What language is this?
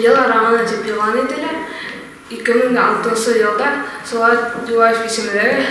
Bashkir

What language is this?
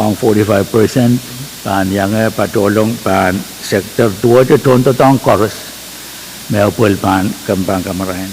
Pohnpeian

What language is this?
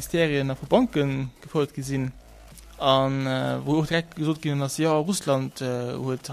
Luxembourgish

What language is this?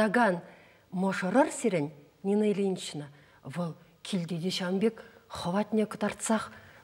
Chuvash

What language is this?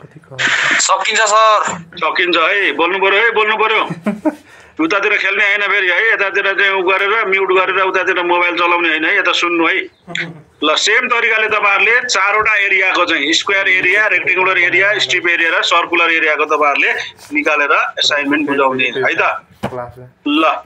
Nepali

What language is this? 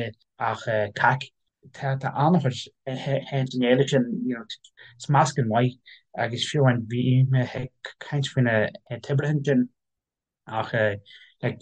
Irish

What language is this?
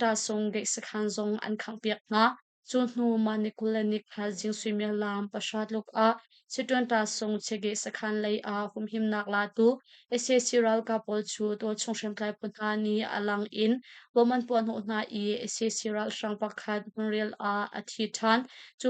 Hakha Chin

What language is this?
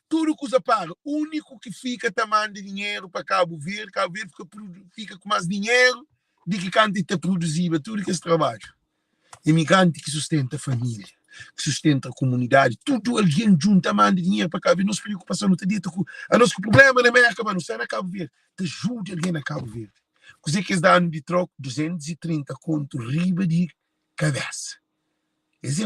Kabuverdianu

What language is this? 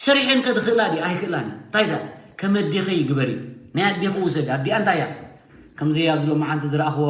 Tigrinya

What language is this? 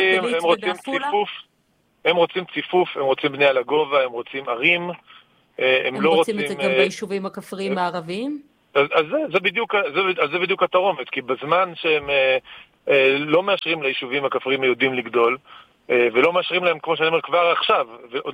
Hebrew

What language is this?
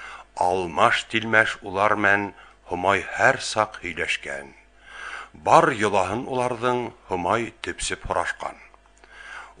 Bashkir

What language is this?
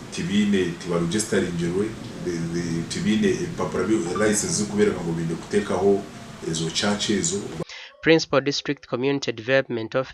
Nyankole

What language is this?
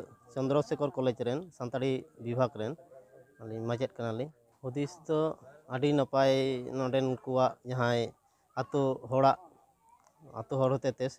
Santali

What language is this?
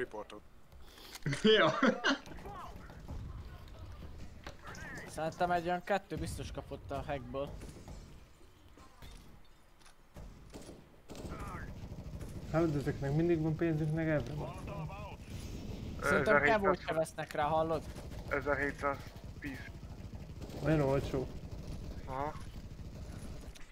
Hungarian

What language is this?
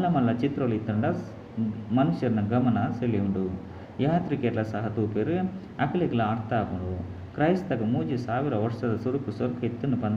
Tulu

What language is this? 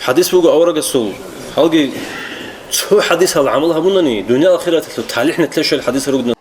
Avaric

